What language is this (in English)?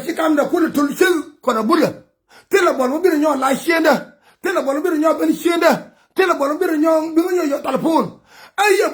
Nuer